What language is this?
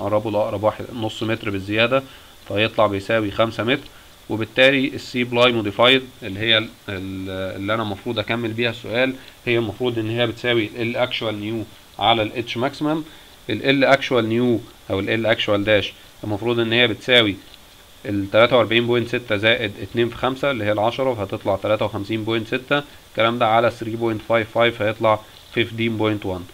Egyptian Arabic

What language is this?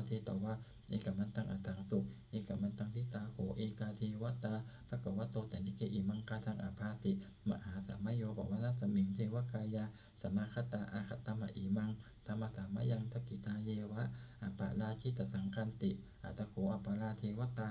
Pali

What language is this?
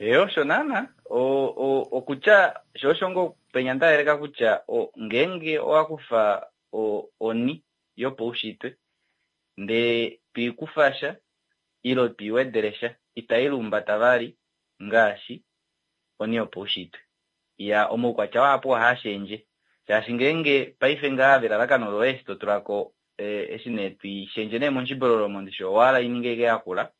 Kuanyama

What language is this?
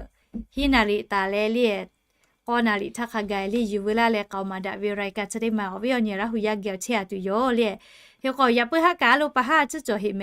Lahu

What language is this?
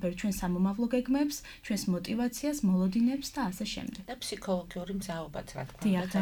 Georgian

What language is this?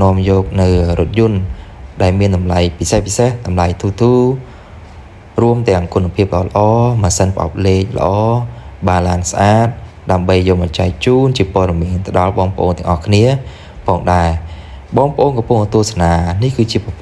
Khmer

